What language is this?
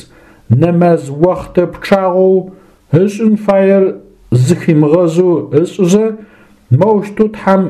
Adyghe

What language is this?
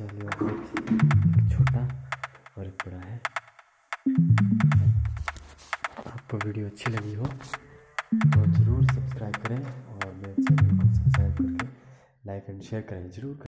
Hindi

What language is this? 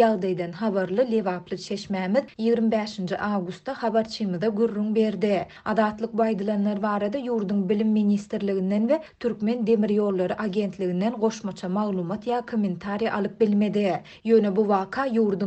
Turkmen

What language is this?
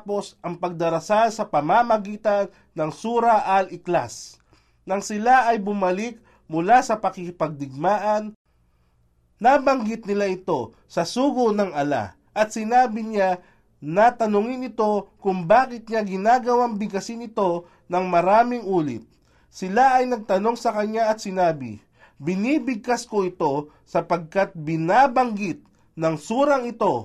Filipino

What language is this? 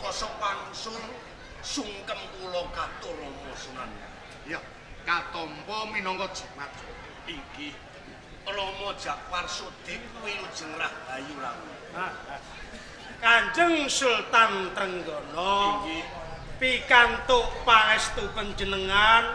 Javanese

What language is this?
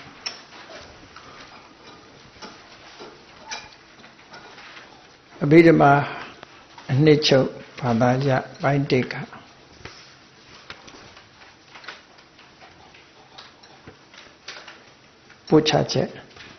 Burmese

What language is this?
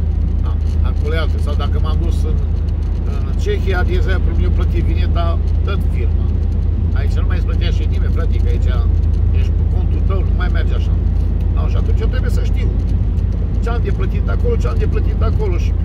Romanian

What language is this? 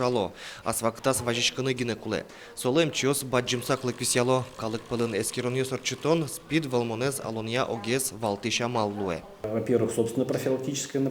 Udmurt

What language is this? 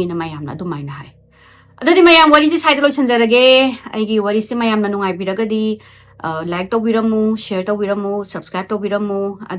Manipuri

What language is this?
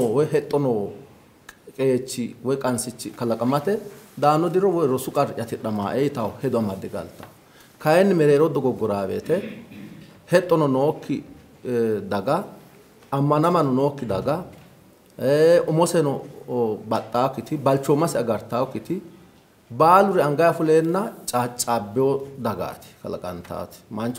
Sidamo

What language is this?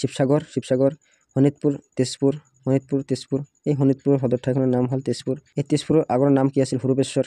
Assamese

